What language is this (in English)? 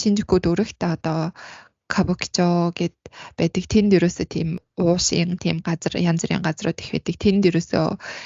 Mongolian